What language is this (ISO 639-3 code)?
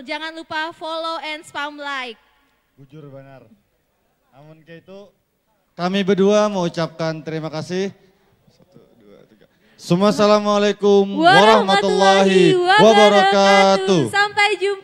bjn